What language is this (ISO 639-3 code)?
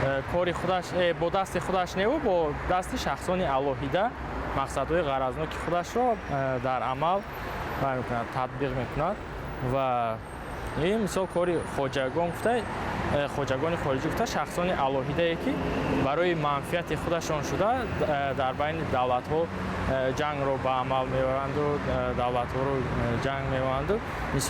tgk